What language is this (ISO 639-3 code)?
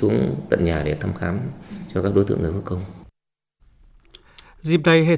vie